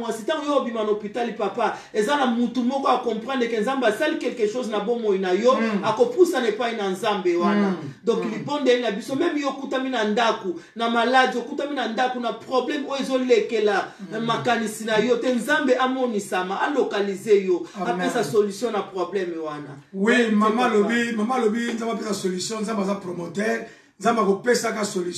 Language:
Lingala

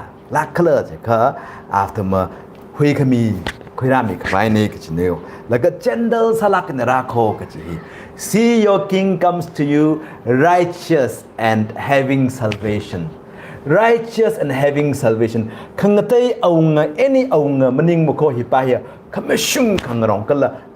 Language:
Tangkhul Naga (India)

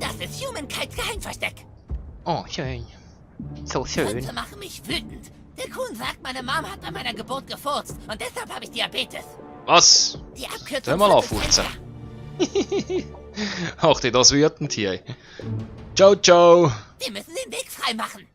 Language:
Swiss German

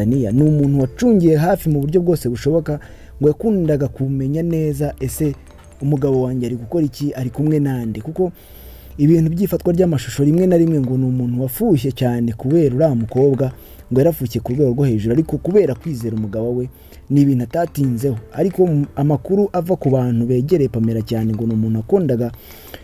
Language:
Kinyarwanda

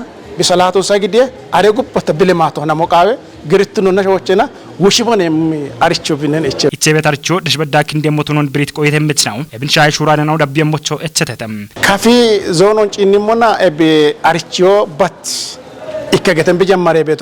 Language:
Kafa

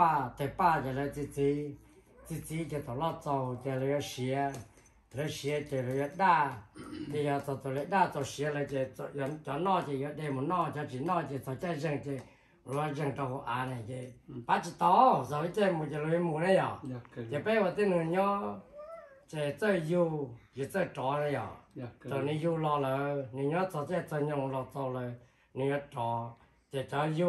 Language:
Vietnamese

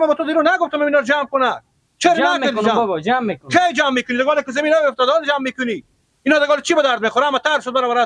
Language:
Persian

